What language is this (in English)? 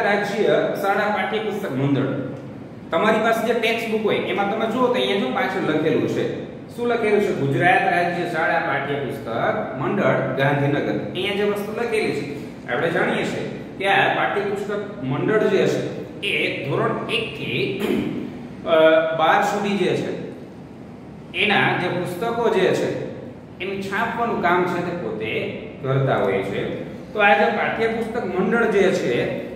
Gujarati